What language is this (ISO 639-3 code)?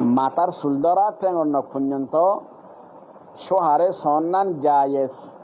rhg